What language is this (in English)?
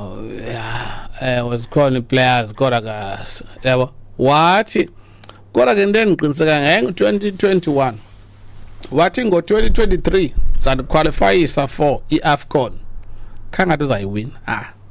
Xhosa